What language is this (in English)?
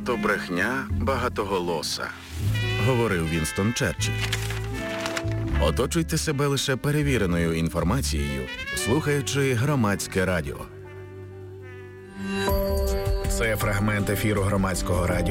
Ukrainian